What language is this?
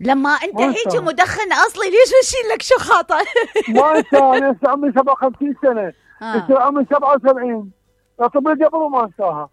Mesopotamian Arabic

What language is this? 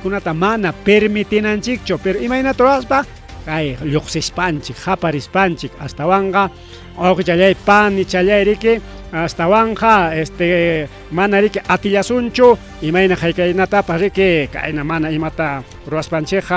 Ayacucho Quechua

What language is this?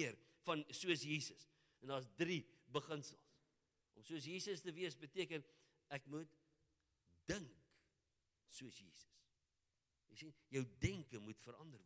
Afrikaans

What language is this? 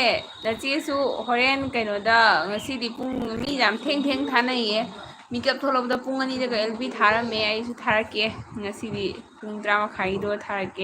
Manipuri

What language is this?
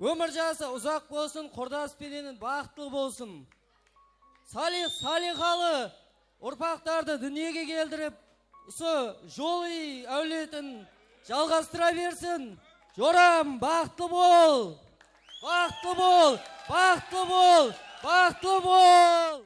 Kara-Kalpak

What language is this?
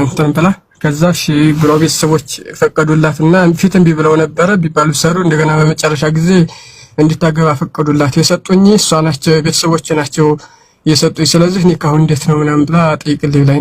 Amharic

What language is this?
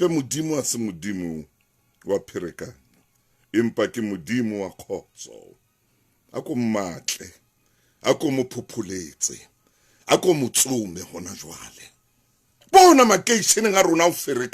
Southern Sotho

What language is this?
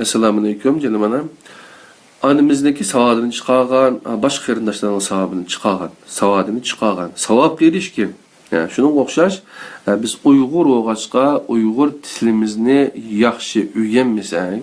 Uyghur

